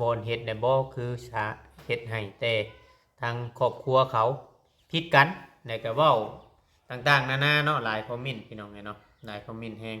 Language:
Lao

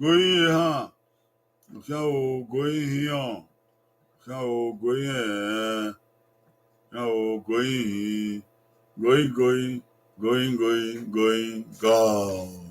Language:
Bini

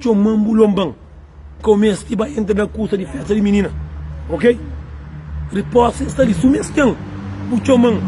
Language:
Kabuverdianu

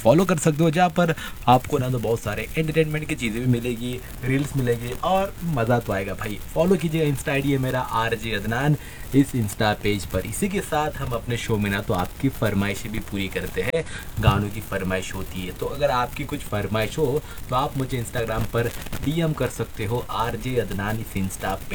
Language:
Hindi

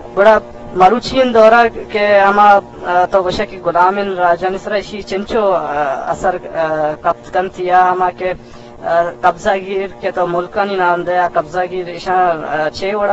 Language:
Eastern Balochi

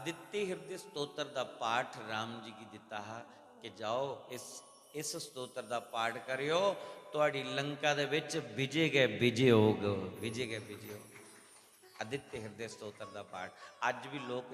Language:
Dogri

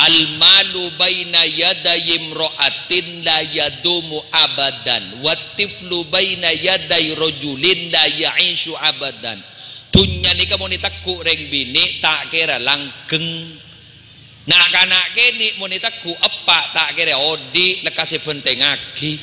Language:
Madurese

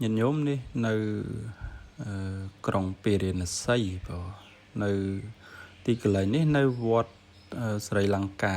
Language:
Khmer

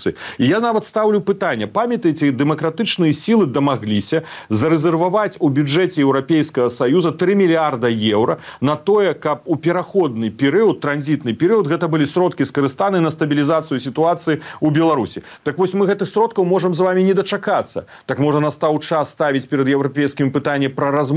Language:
Belarusian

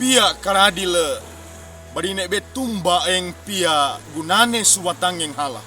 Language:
Sangir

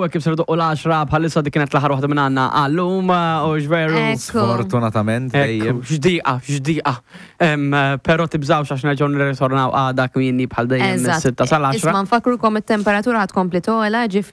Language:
Maltese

